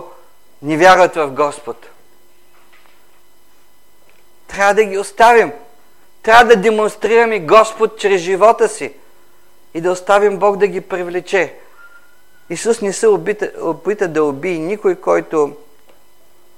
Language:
Bulgarian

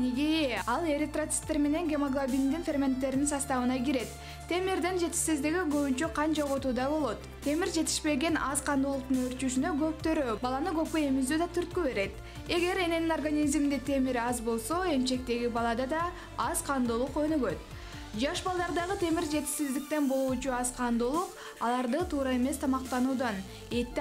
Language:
Kyrgyz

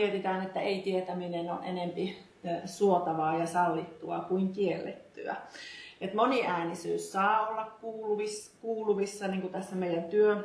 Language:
Finnish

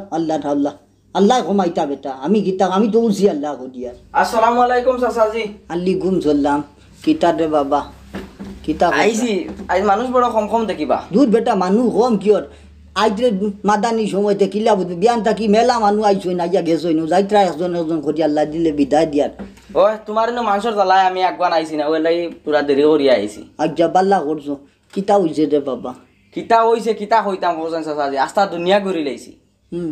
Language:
Sylheti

